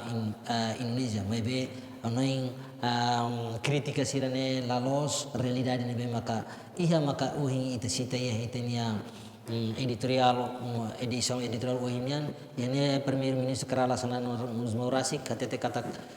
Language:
Tetum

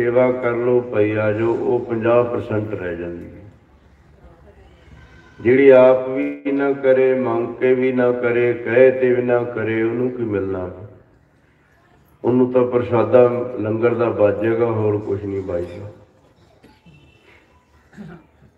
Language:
Punjabi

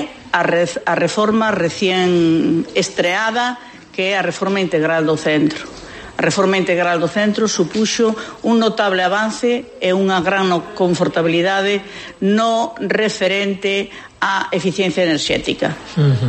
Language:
Galician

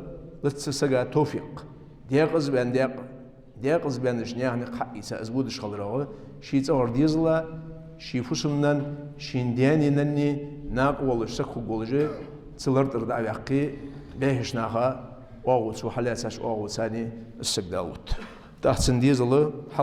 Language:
Ingush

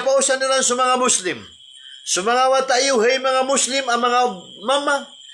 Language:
Maranao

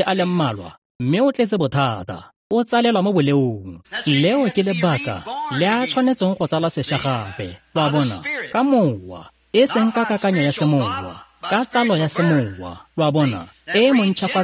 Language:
Tswana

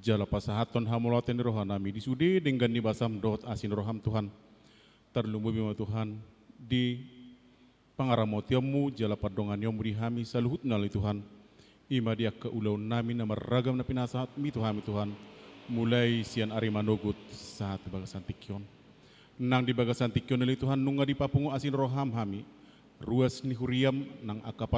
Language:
Batak Toba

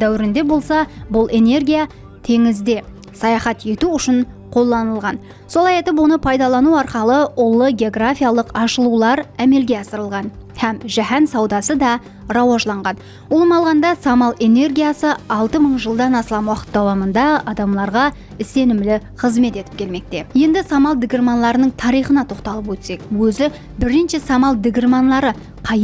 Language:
Kara-Kalpak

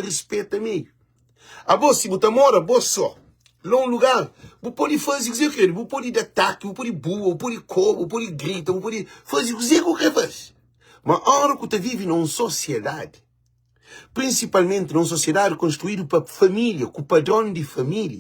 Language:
Kabuverdianu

